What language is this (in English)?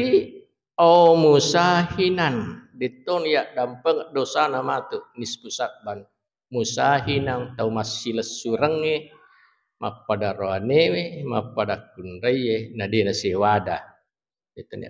Buginese